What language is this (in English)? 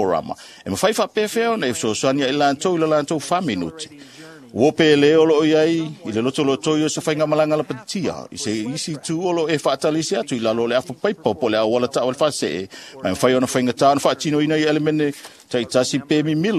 Samoan